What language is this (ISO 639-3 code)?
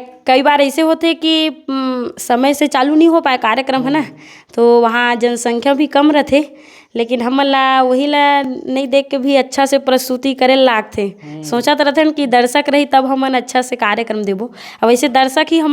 hne